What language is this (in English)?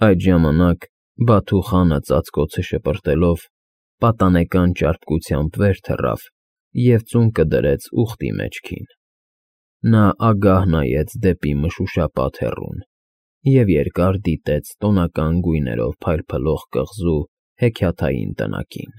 Armenian